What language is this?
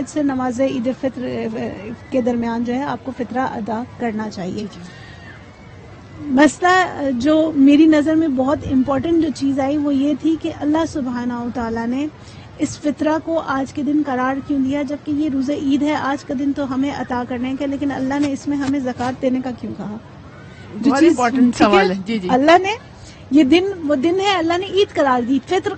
Urdu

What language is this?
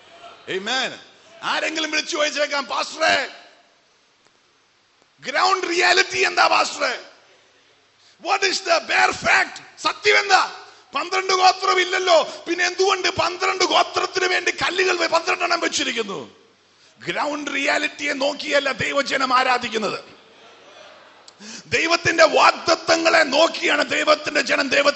Malayalam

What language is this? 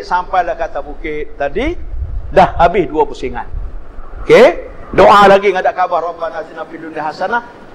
Malay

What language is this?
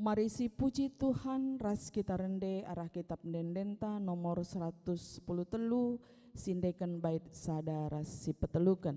Batak Karo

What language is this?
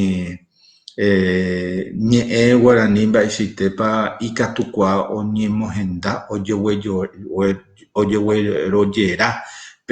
Guarani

